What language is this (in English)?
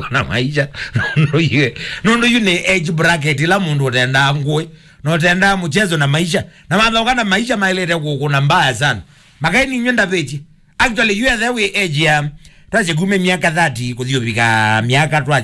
Kamba